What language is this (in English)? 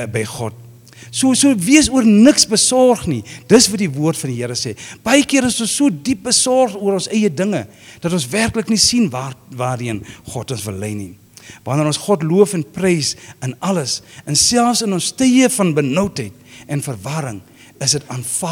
Afrikaans